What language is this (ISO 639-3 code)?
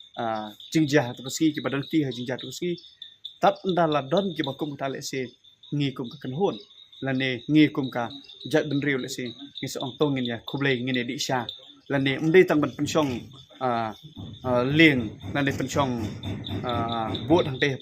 kha